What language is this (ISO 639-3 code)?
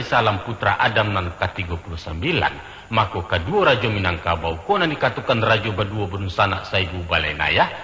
min